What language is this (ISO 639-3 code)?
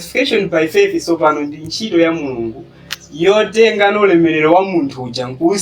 nya